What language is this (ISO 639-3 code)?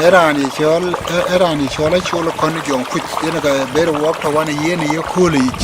din